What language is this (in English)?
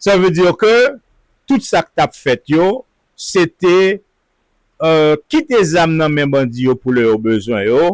Haitian Creole